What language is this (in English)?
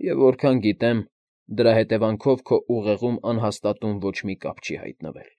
Armenian